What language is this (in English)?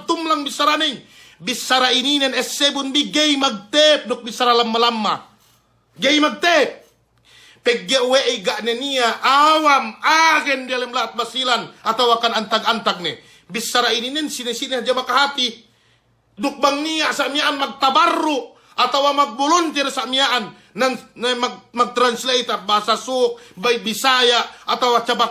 Yakan